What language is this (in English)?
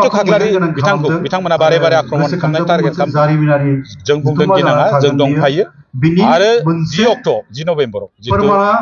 Bodo